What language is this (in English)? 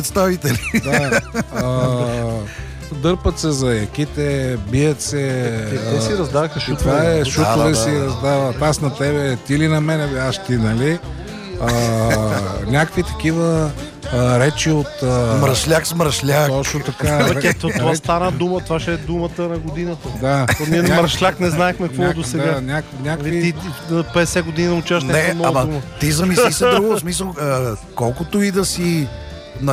Bulgarian